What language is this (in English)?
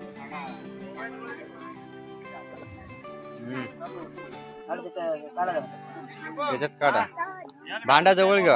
Marathi